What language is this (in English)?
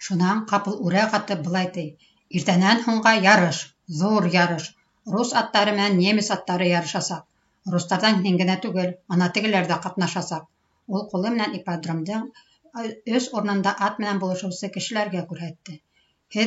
Bashkir